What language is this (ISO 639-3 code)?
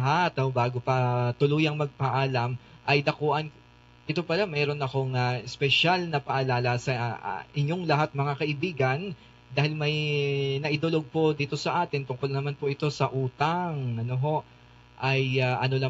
fil